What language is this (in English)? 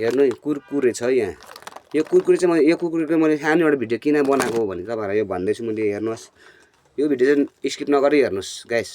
Nepali